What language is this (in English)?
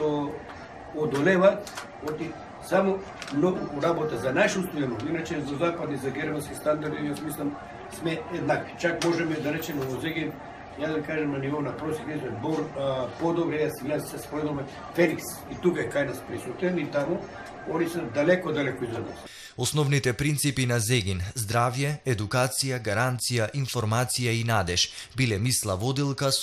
Macedonian